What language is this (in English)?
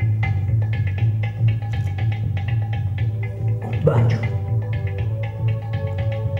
Italian